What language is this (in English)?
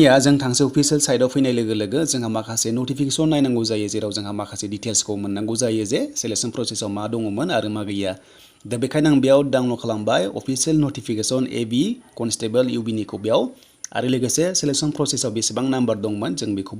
Bodo